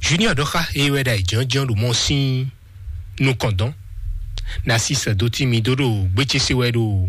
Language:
Fon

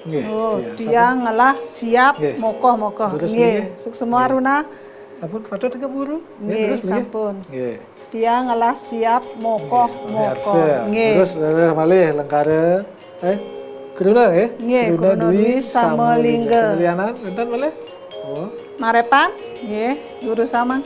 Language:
Balinese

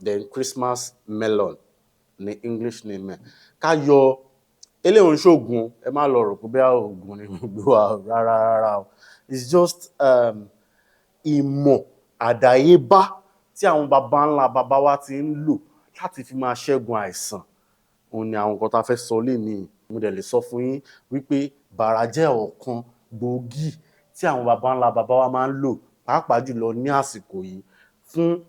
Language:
Yoruba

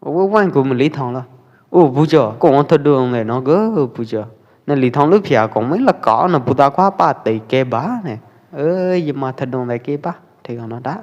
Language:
Pwo Eastern Karen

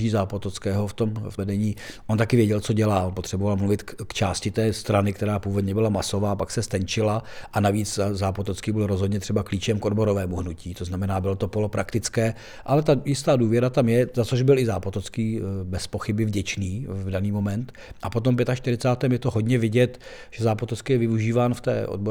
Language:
Czech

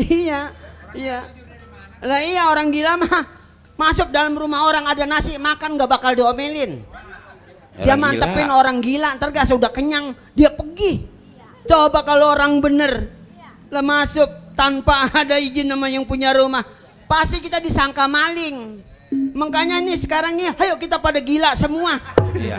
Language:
Betawi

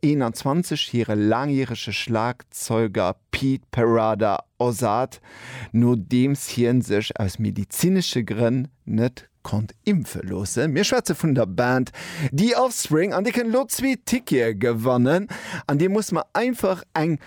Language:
Luxembourgish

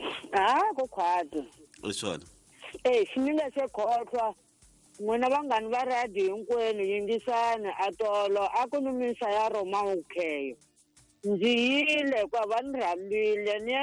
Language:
Tsonga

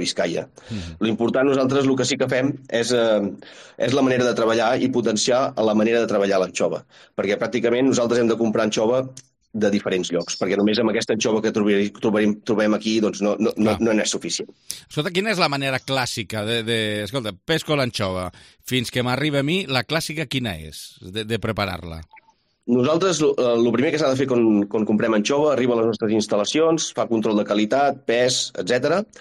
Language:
Catalan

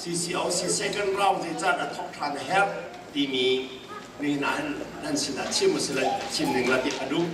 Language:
Hakha Chin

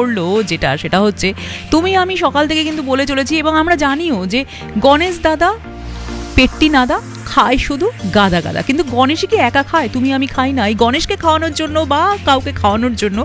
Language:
Bangla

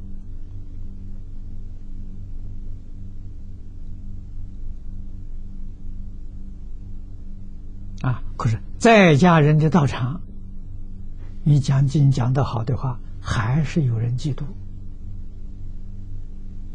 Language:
Chinese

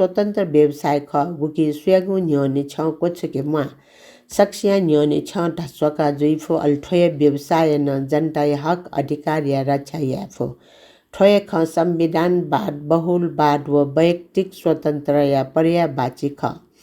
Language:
Newari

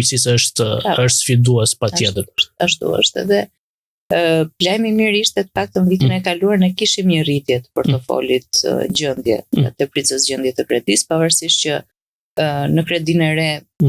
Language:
Albanian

